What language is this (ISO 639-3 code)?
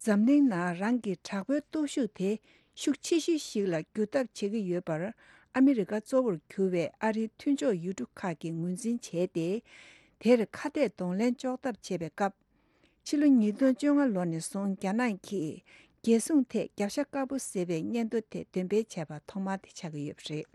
bod